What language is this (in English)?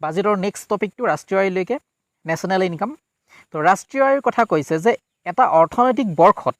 Assamese